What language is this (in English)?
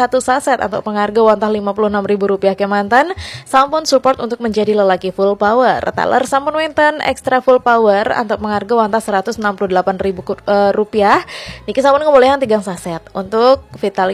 Balinese